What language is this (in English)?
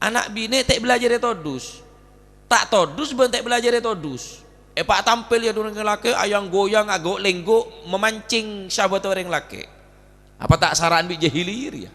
Madurese